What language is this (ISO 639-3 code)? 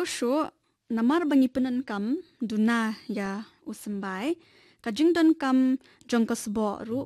kha